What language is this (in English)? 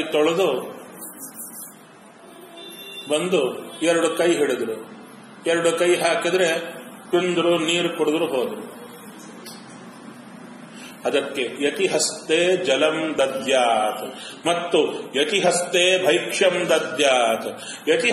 Kannada